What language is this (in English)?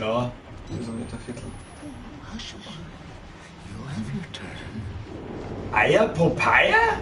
Bavarian